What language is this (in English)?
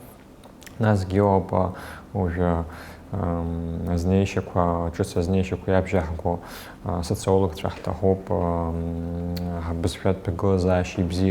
Abkhazian